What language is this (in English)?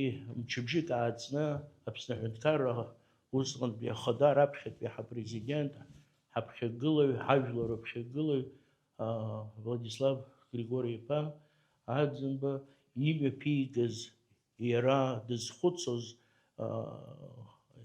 Abkhazian